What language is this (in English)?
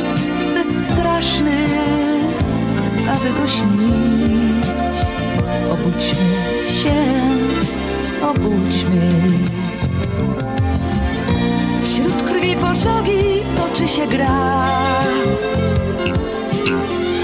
Polish